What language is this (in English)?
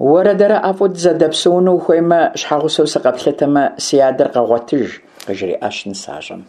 Kabardian